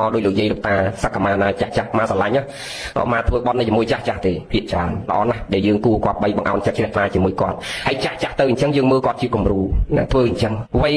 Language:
Khmer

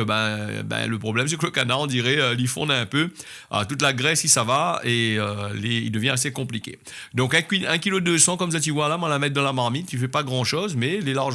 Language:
Réunion Creole French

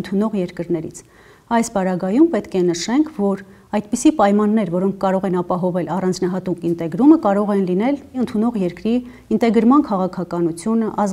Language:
Armenian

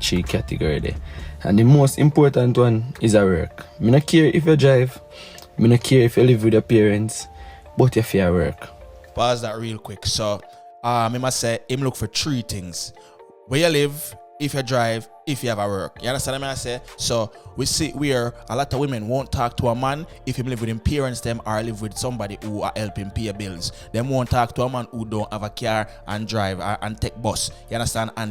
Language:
Jamaican Creole English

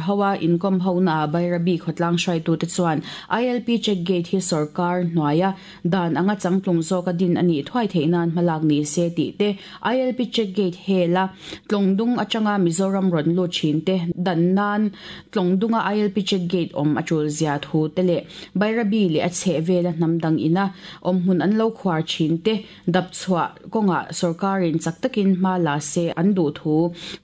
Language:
Mizo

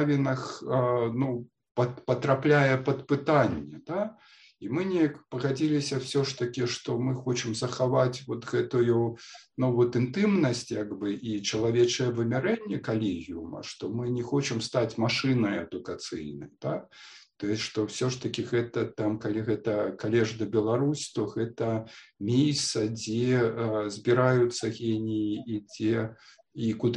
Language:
Belarusian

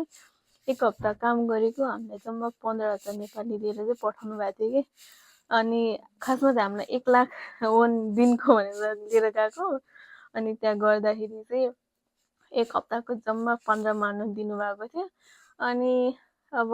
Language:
Nepali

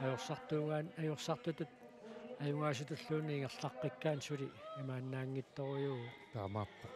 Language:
Kalaallisut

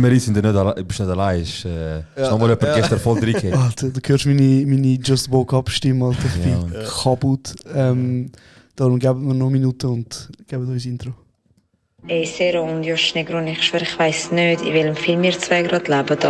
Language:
Swiss German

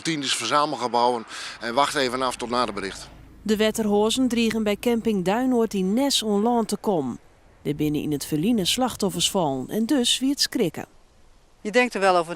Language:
Western Frisian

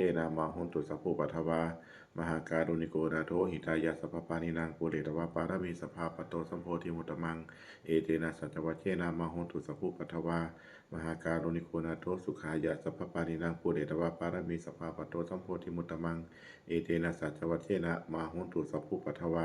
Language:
Pali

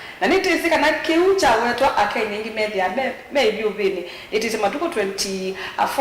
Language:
Kamba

